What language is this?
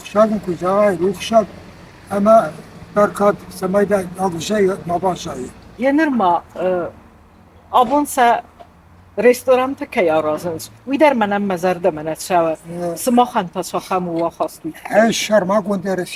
Ossetic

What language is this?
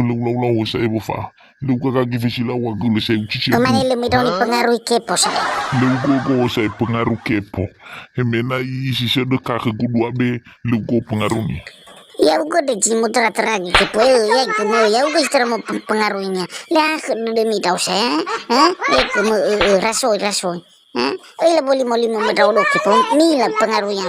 Nias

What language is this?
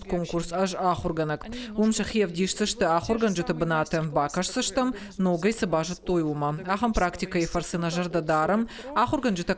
Ossetic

